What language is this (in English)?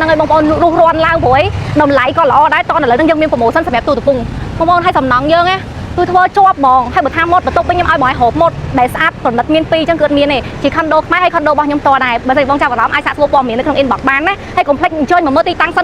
Khmer